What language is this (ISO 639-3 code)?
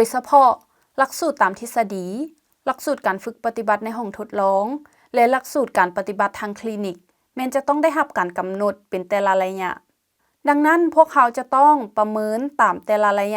lao